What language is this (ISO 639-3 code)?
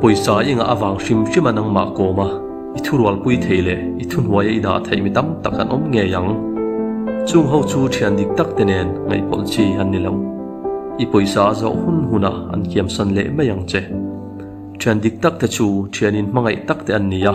lus